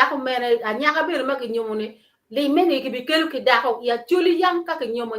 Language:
Acoli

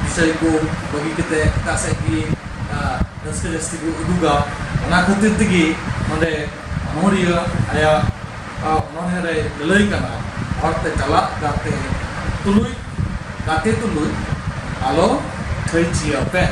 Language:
Santali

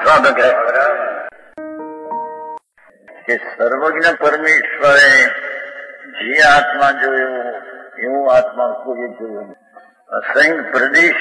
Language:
Gujarati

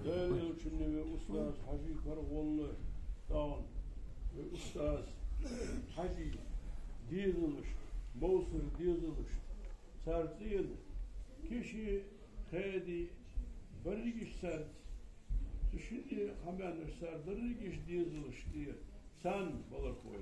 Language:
Ingush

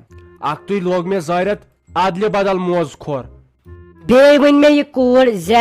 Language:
Kashmiri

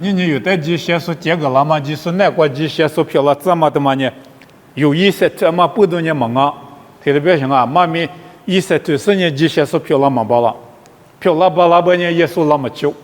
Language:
Lisu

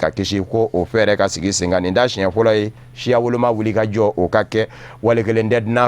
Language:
Bambara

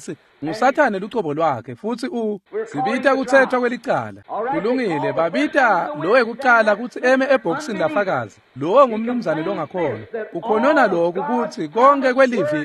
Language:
Swati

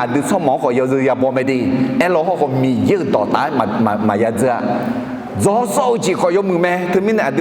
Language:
Akha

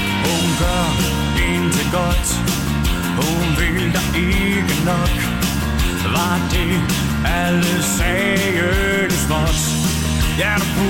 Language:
Danish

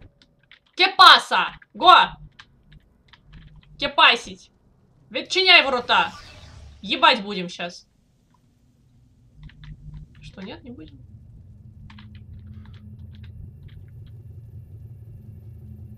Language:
Russian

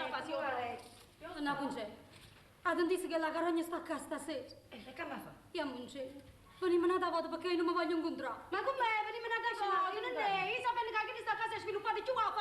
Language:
Neapolitan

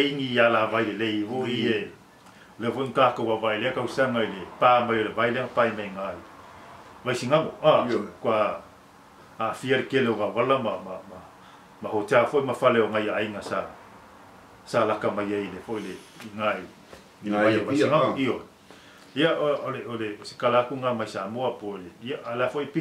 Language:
Samoan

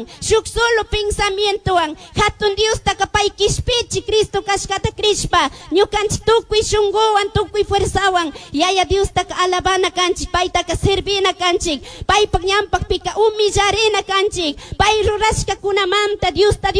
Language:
Chimborazo Highland Quichua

